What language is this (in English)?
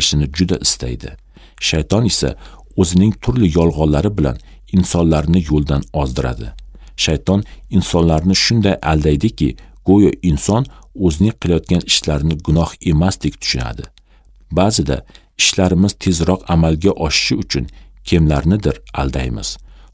Uzbek